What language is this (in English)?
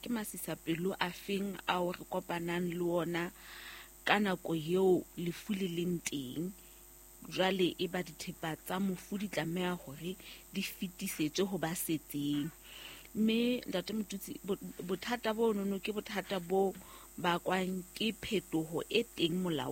Southern Sotho